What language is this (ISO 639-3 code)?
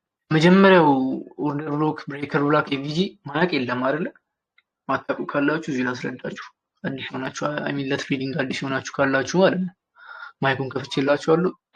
amh